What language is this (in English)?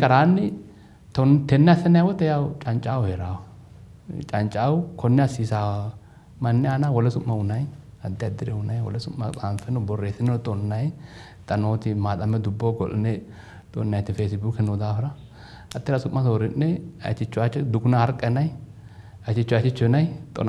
Sidamo